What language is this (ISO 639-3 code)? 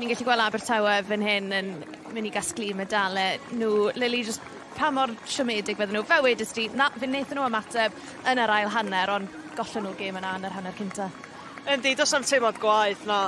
cym